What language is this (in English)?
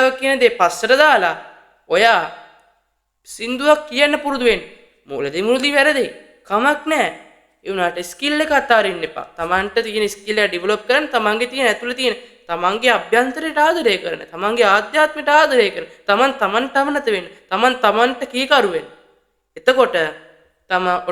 Sinhala